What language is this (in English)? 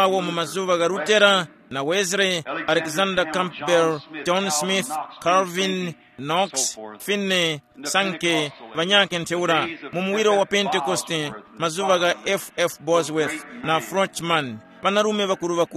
Tumbuka